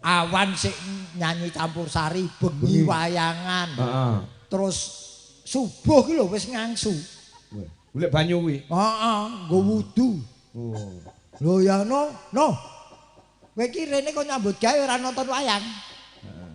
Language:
Javanese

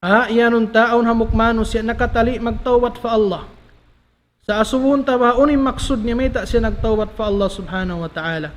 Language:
Tausug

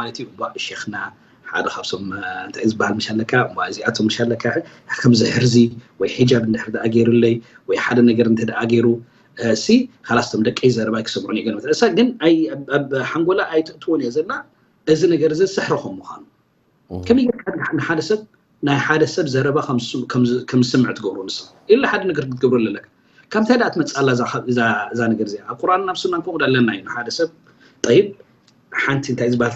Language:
Tigrinya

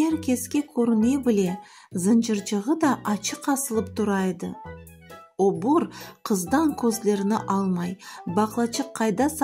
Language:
Crimean Tatar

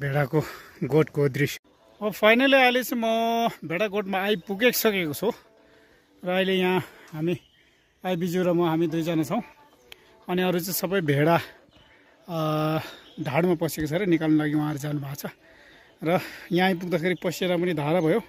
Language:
Nepali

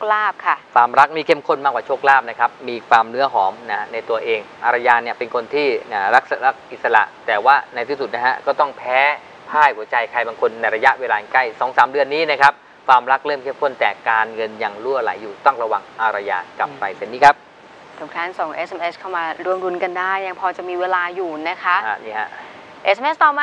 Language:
Thai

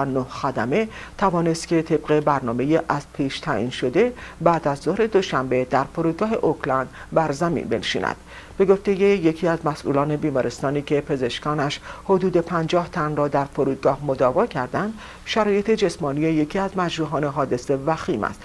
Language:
Persian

